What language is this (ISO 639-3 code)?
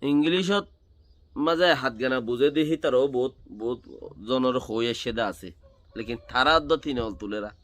rhg